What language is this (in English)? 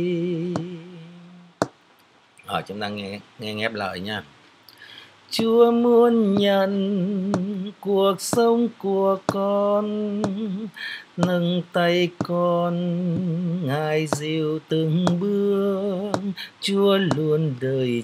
Vietnamese